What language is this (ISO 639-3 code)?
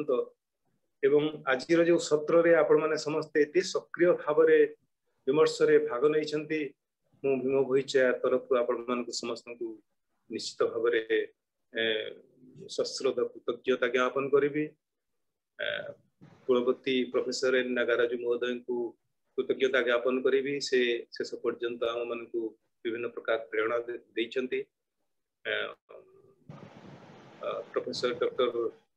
ori